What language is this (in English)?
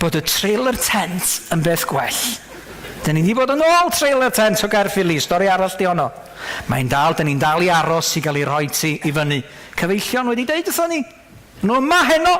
Welsh